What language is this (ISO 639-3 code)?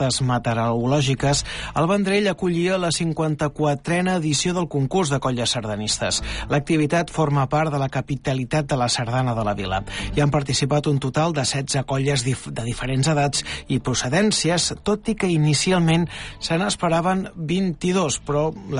cat